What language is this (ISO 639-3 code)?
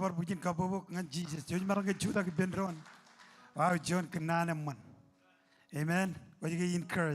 mah